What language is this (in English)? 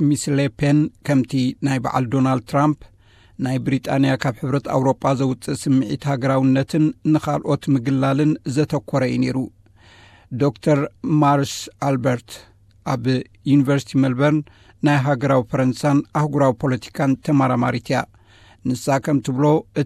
Tigrinya